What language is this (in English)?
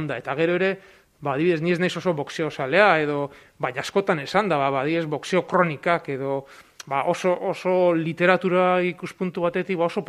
Basque